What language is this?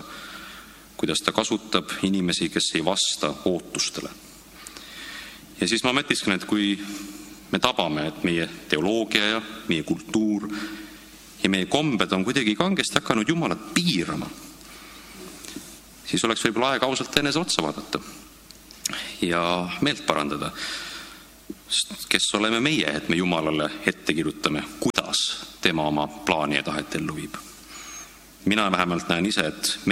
Estonian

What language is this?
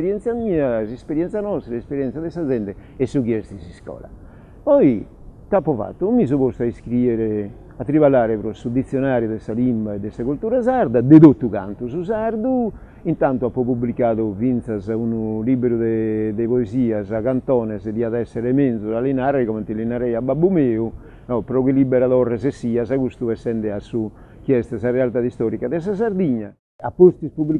Sardinian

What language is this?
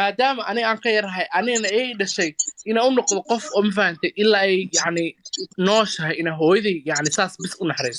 Somali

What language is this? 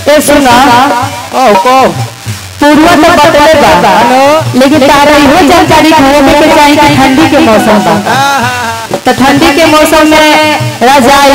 Bhojpuri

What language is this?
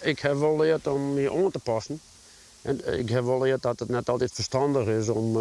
Western Frisian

